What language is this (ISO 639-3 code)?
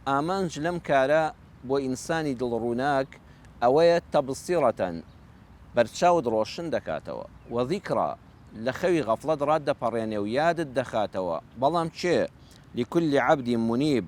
ckb